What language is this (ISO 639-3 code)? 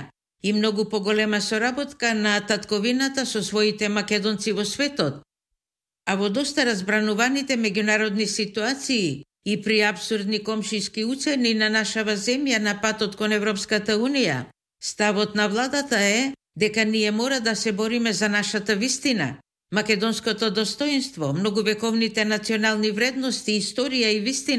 mkd